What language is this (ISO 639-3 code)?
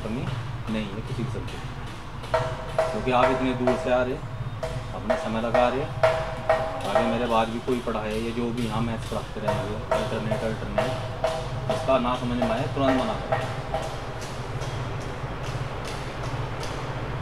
hin